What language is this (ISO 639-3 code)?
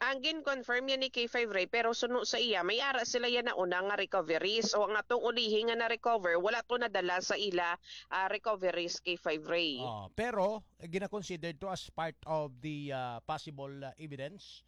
hil